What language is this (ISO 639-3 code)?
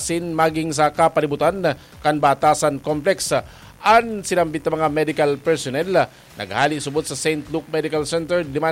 bik